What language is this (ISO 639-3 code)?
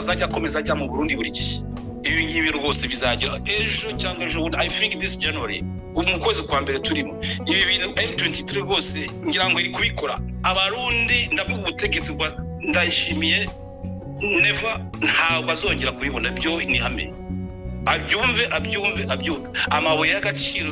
kin